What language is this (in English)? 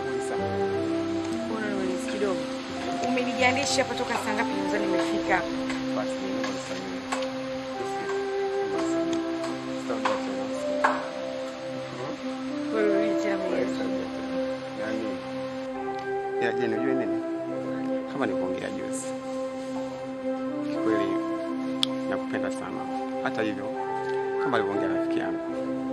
Swahili